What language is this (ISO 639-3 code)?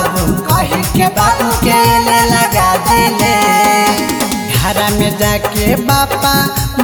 bho